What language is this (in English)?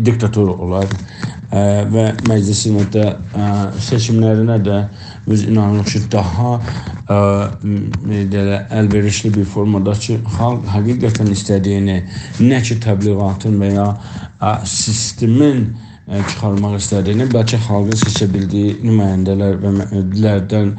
South Azerbaijani